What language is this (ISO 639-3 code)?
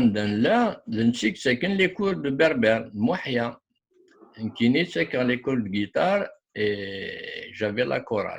kab